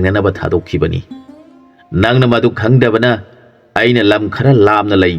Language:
Manipuri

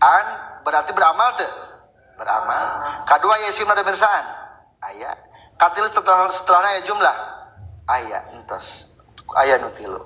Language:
Sundanese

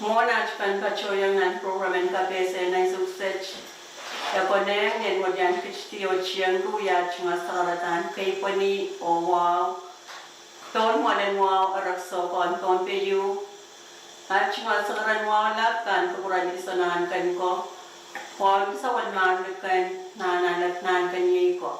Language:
Pohnpeian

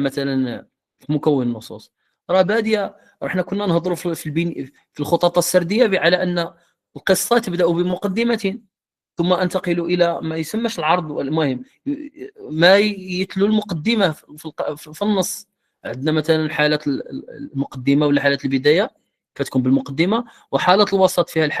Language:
Moroccan Arabic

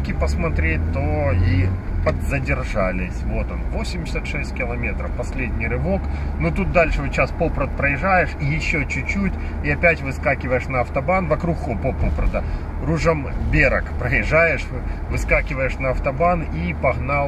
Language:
Russian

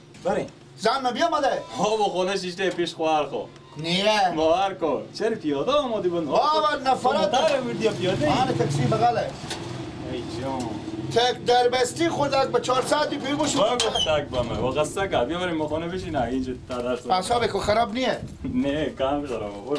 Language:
Persian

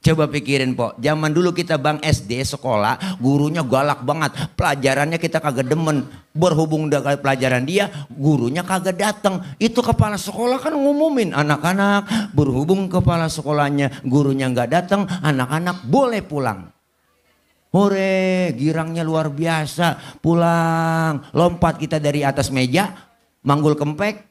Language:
Betawi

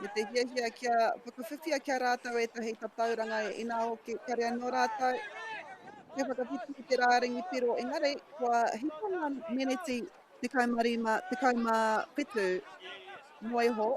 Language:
Māori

